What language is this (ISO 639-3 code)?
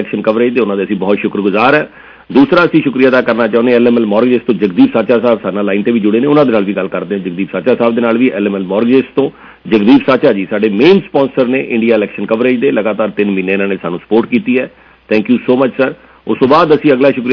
pan